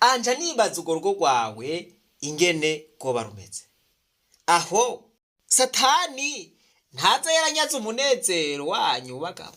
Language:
Rundi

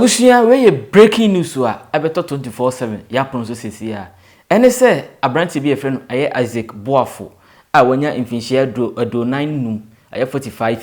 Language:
Akan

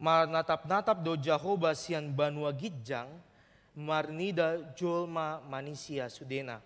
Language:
Batak Toba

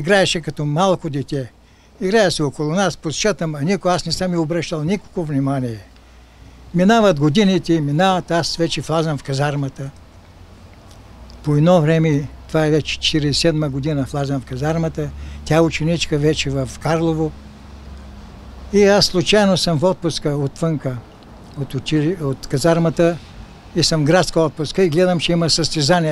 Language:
Bulgarian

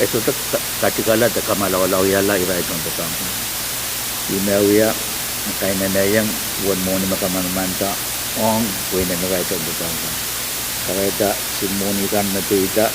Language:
Pohnpeian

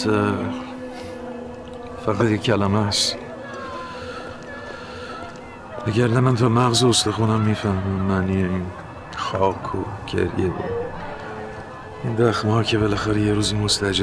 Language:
Persian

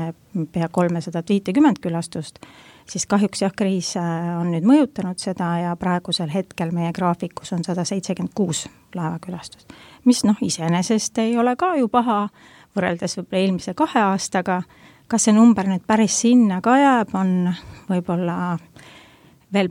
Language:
Estonian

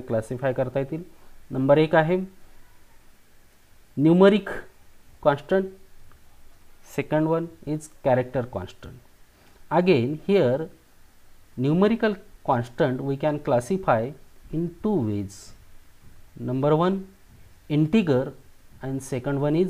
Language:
Marathi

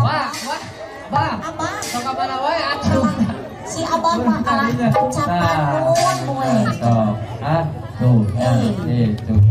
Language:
Sundanese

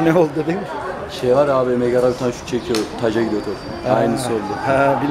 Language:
Turkish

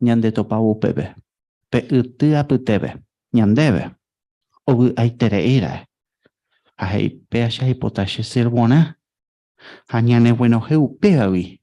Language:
Guarani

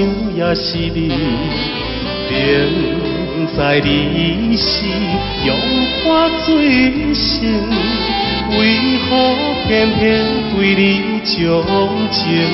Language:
Chinese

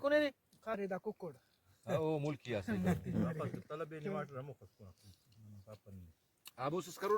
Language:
Brahui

